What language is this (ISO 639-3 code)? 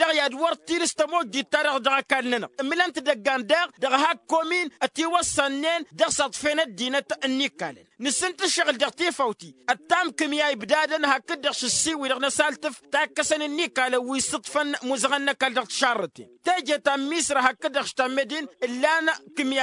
taq